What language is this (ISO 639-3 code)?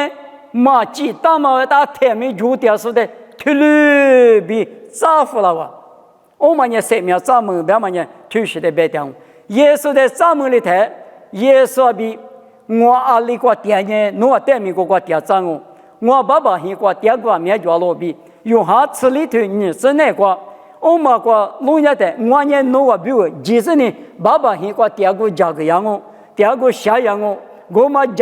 lis